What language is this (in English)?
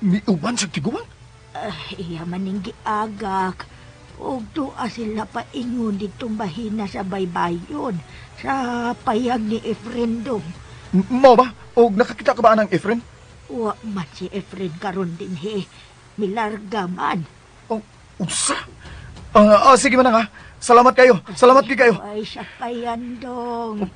Cebuano